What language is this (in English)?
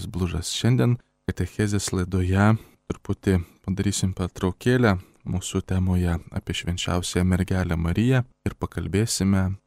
Lithuanian